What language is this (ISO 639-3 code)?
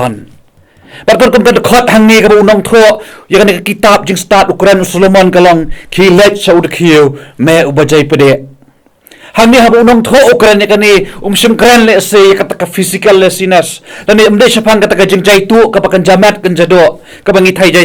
kha